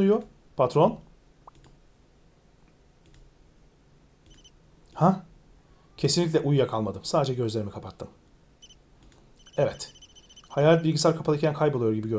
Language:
Turkish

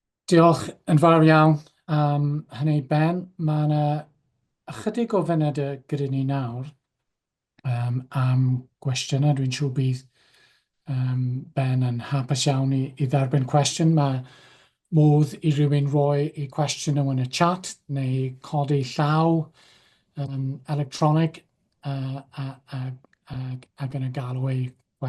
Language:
Welsh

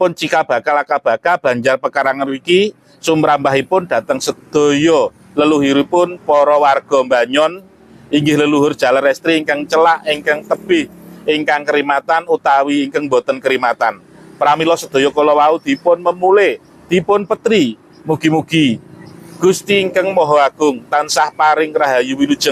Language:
Javanese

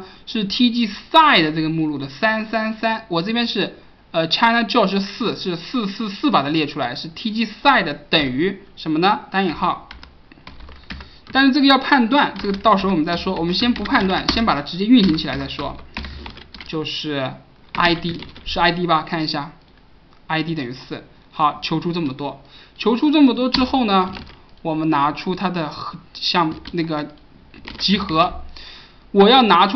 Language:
Chinese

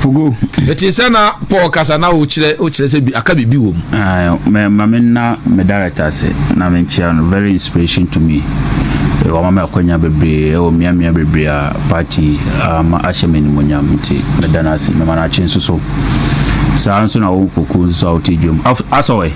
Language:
Akan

